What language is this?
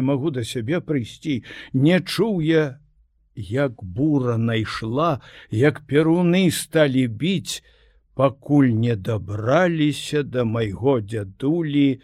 Belarusian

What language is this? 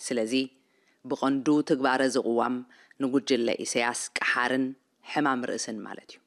Tigrinya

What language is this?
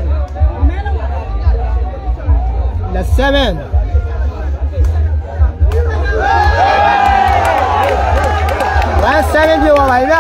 Burmese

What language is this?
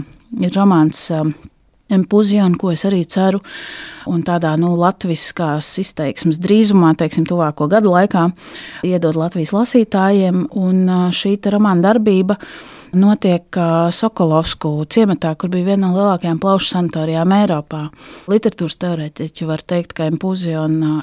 Latvian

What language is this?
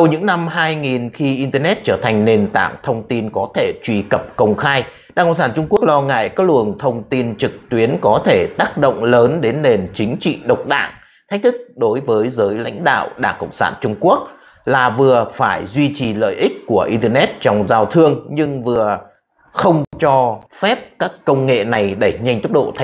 Vietnamese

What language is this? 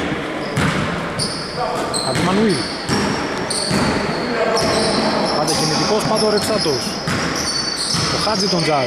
Greek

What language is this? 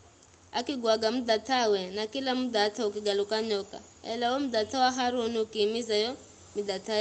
Giryama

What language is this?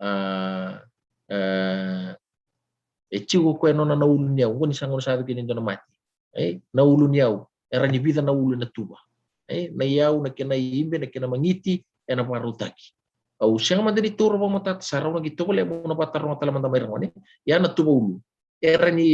Fijian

